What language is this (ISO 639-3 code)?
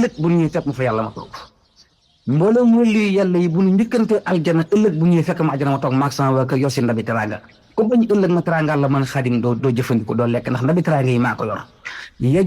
wol